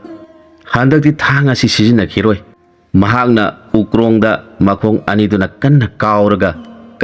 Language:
Manipuri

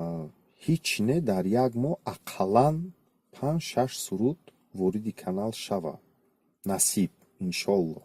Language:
Tajik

